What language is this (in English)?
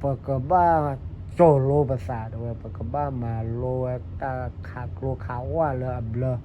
S'gaw Karen